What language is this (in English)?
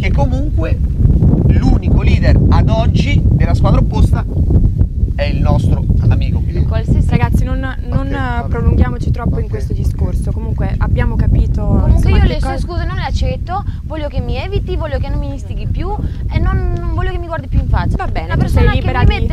Italian